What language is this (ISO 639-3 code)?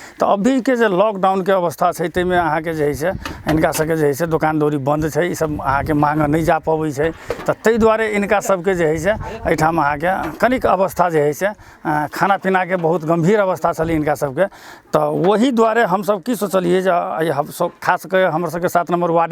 mai